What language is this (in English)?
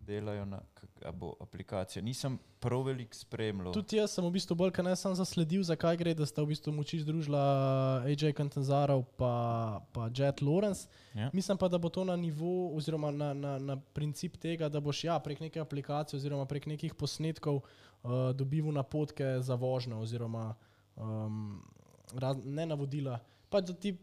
Slovenian